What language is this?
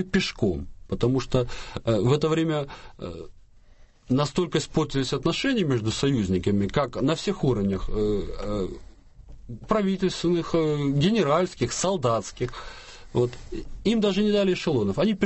Russian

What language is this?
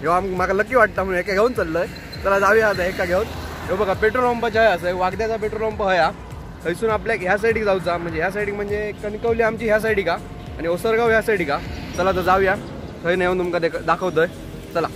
Konkani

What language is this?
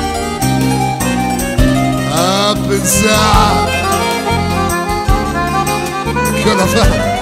Italian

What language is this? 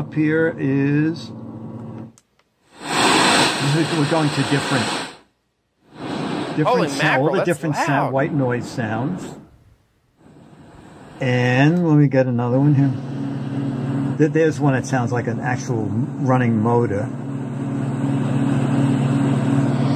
English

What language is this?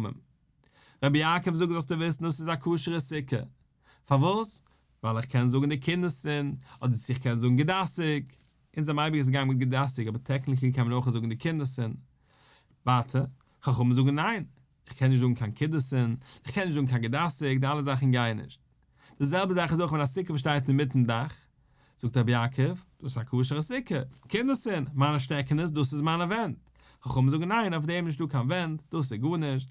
Yiddish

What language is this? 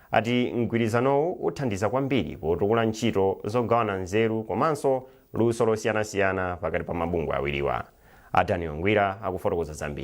Nyanja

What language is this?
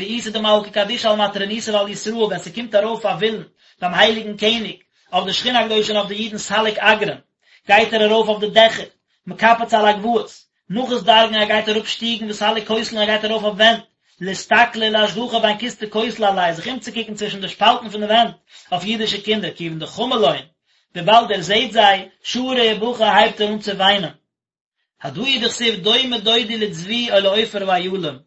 Yiddish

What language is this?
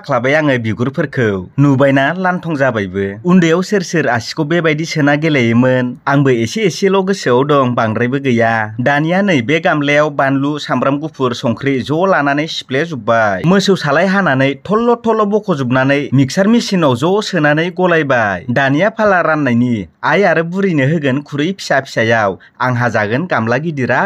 Bodo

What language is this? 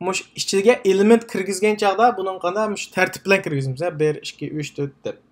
Uyghur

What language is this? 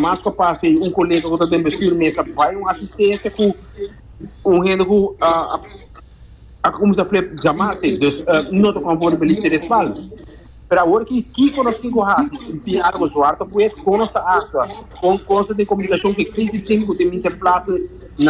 Papiamento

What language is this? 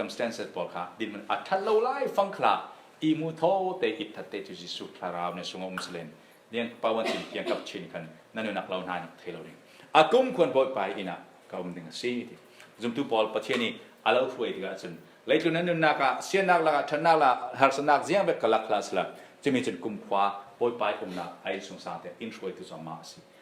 Falam Chin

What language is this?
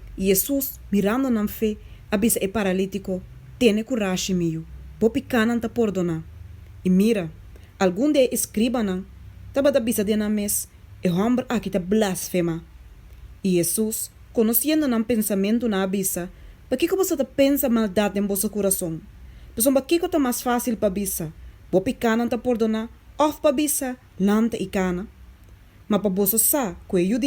Papiamento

